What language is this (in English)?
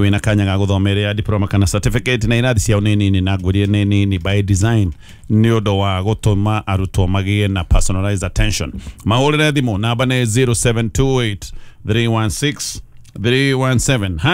Kikuyu